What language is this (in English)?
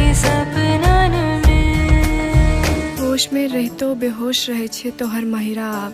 Maithili